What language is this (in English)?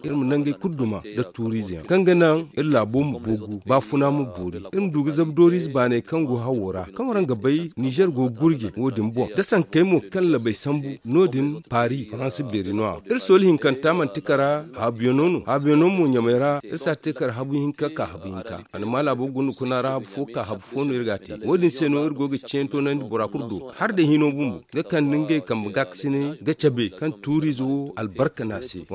Zarma